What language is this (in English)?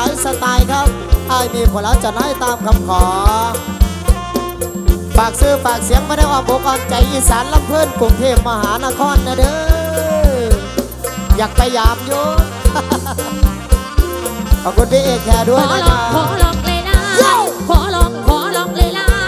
Thai